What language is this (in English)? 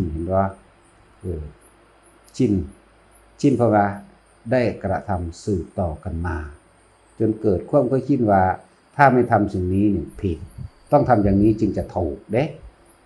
Northeastern Thai